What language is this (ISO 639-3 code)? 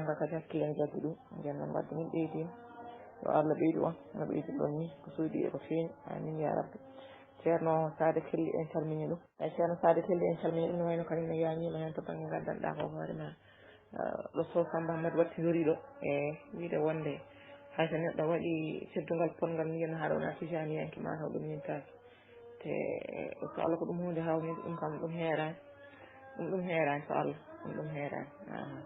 ful